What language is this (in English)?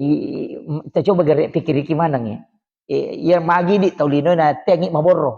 Buginese